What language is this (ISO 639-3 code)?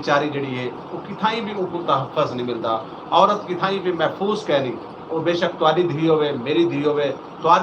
skr